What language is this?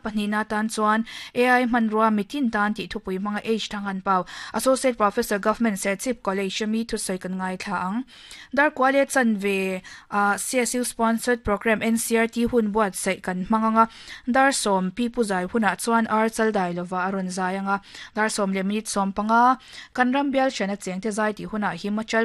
Mizo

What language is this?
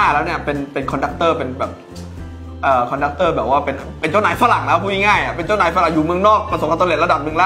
Thai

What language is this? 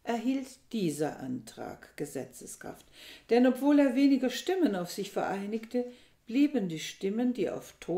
German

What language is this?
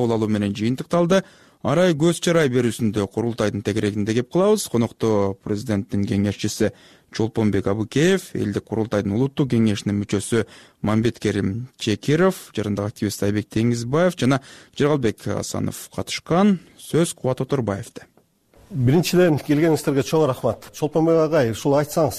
Kyrgyz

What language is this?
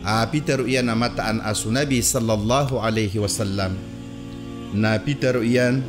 Maranao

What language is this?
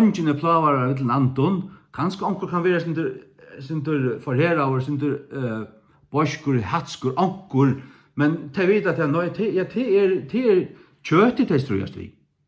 Faroese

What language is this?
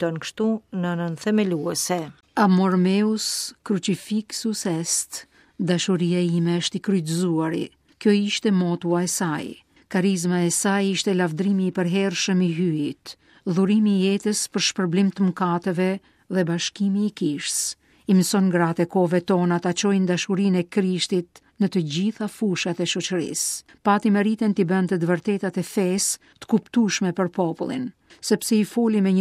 Albanian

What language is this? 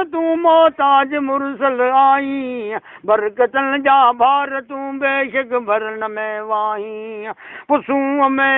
Sindhi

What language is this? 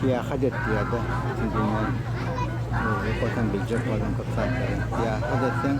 Turkmen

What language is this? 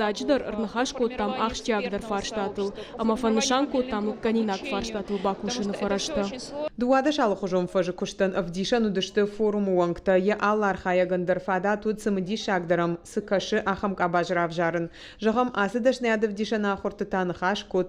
Ossetic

